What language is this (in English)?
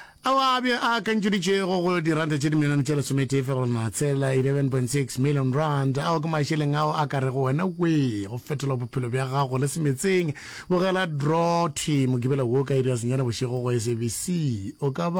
Northern Sotho